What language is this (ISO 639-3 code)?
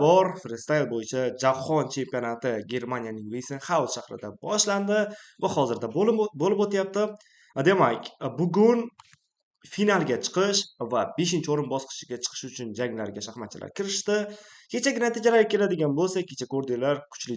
uzb